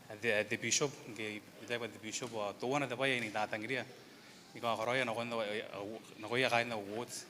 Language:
Gilbertese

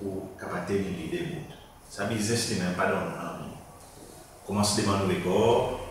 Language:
Seselwa Creole French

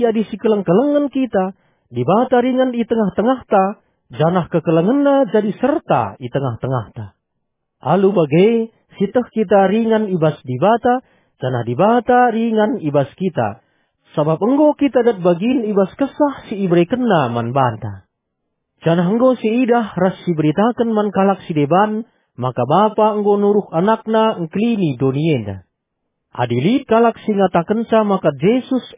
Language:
Batak Karo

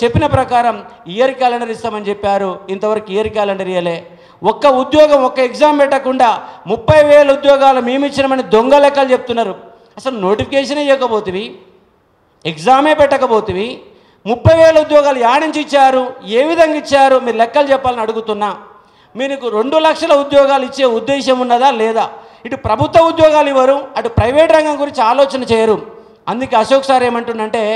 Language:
Telugu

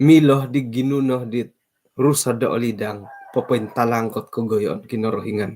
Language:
Central Dusun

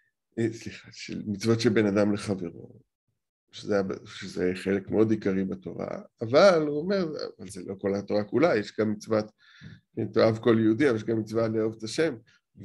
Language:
Hebrew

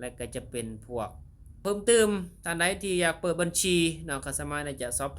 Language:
Lao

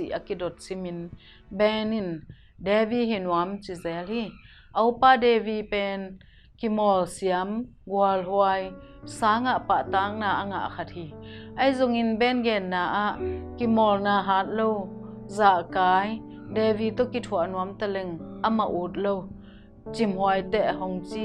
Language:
Tedim Chin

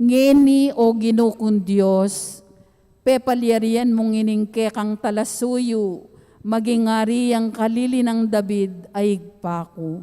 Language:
Pampanga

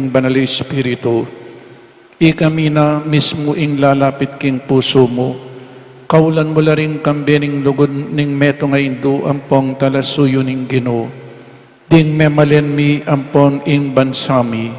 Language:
Pampanga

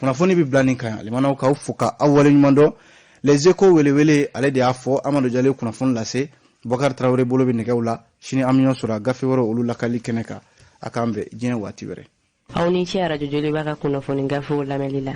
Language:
Bambara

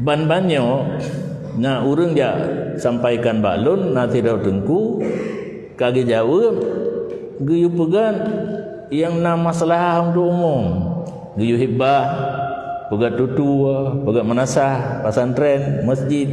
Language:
Achinese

